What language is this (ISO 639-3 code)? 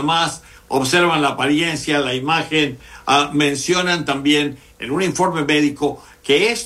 spa